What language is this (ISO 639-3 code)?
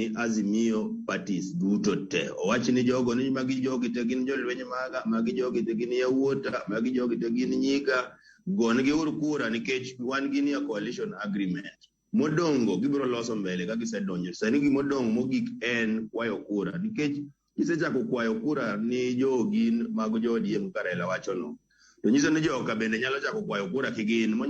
luo